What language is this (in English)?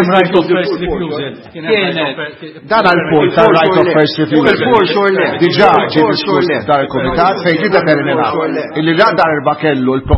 Maltese